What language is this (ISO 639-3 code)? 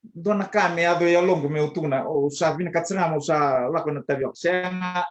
fij